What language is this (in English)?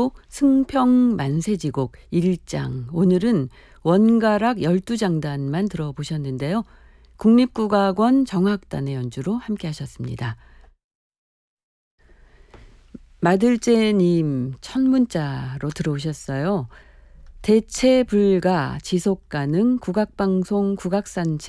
Korean